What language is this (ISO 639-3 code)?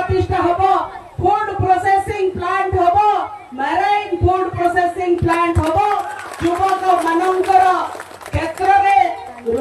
ori